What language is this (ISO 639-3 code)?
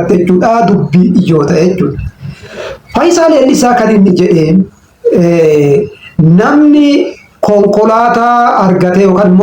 orm